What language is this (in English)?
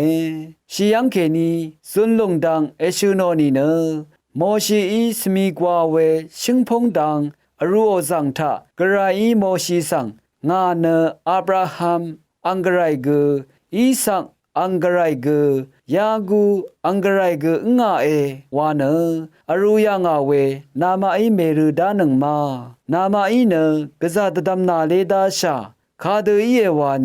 Rawang